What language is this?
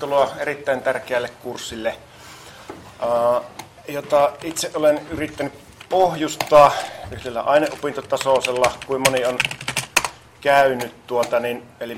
Finnish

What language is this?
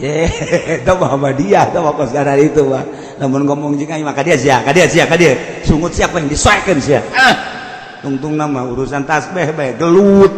Sundanese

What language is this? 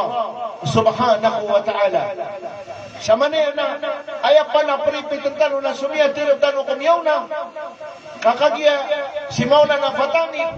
Maranao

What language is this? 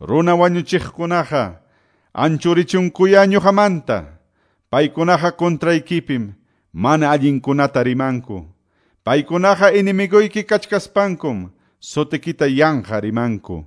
Quechua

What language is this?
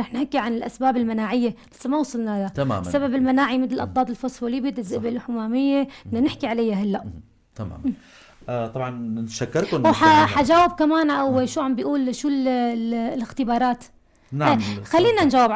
North Levantine Arabic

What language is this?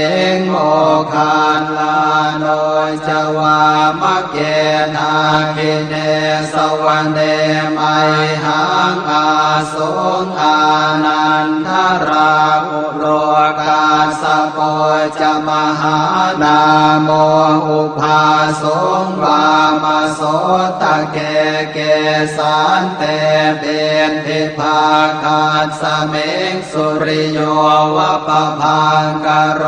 Pali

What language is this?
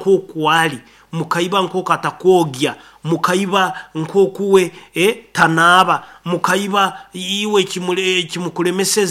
Nyoro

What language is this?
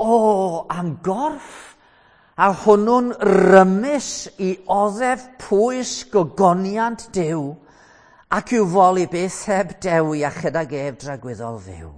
Welsh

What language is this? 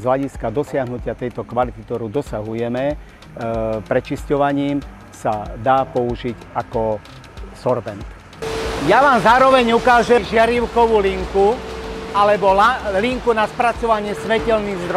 Slovak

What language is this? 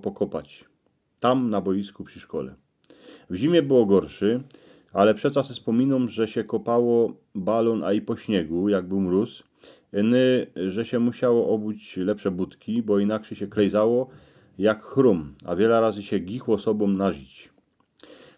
Silesian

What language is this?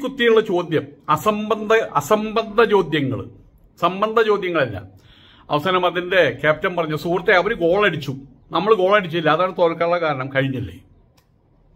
Malayalam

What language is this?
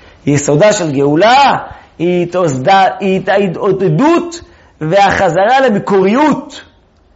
Hebrew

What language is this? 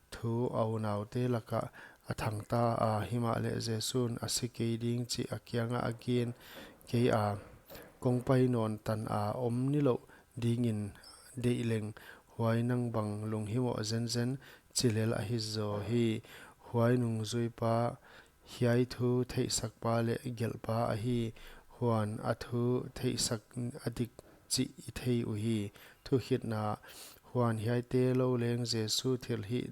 Paite Chin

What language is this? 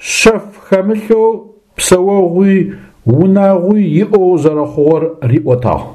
Adyghe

